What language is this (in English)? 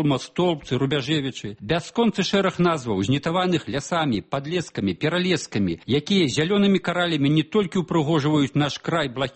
Belarusian